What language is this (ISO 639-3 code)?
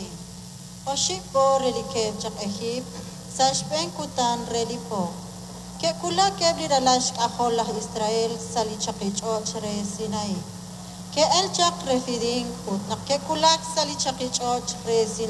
kek